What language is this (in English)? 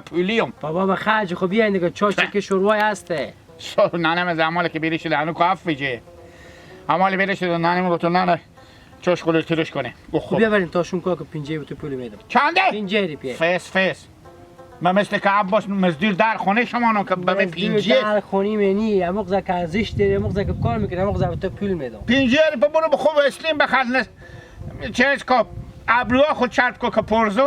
Hazaragi